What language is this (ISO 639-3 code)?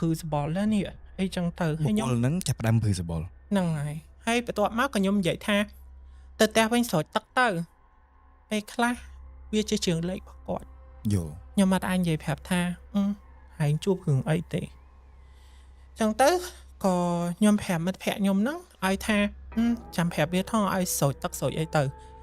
khm